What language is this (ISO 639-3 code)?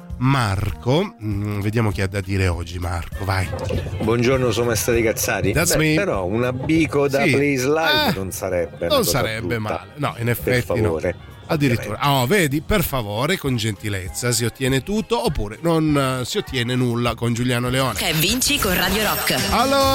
ita